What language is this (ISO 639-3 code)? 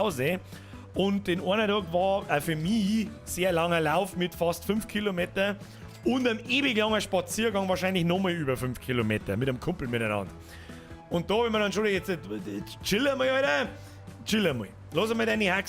bar